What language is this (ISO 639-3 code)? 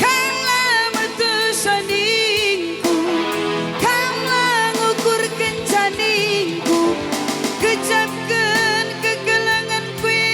btx